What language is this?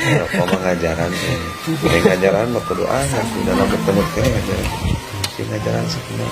Sundanese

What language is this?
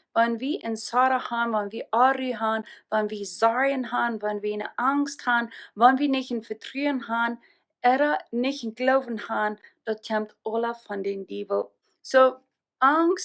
Plautdietsch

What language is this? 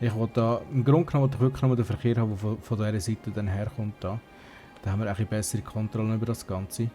Swiss German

